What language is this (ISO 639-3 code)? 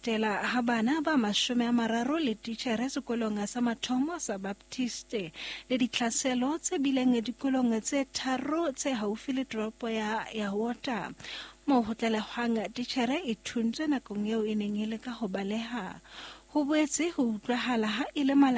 sot